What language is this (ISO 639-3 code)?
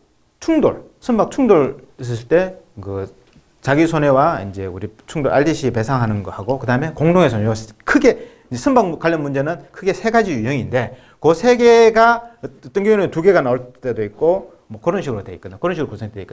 kor